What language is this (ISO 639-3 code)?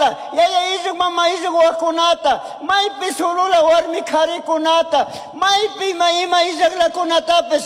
qug